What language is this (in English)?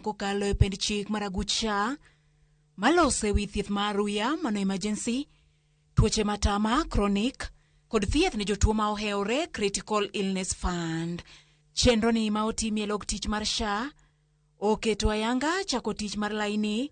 Luo (Kenya and Tanzania)